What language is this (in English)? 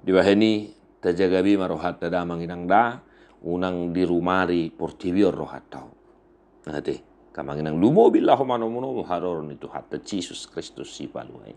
Batak Toba